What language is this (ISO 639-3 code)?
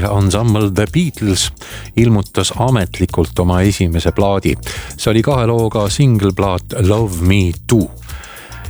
est